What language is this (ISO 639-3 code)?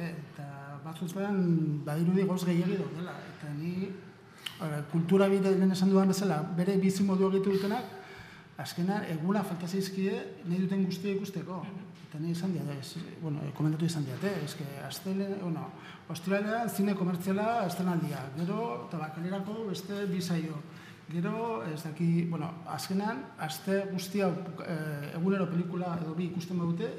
eus